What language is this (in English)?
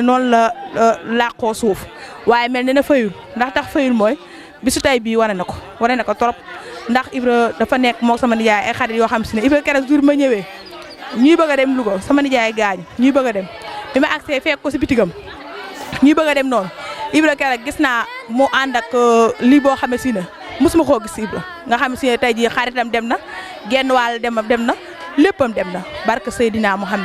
Wolof